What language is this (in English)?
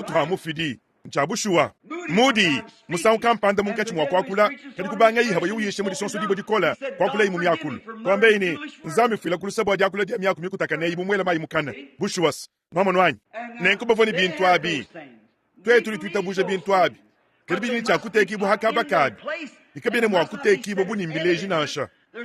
Luba-Lulua